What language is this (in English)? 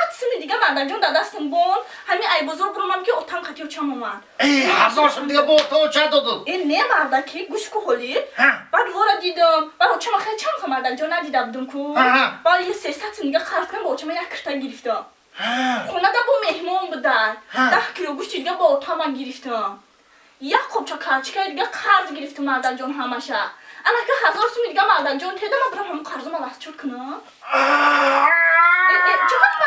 Tajik